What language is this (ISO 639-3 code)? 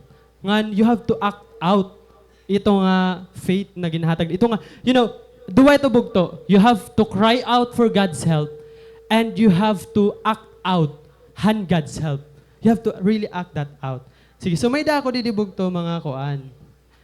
war